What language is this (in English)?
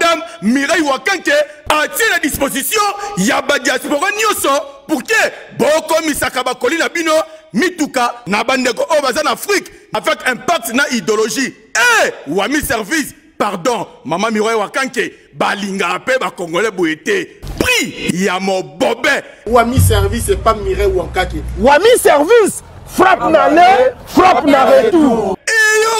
Lingala